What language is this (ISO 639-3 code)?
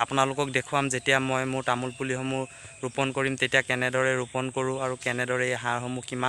asm